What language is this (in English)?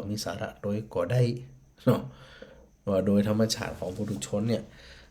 Northern Thai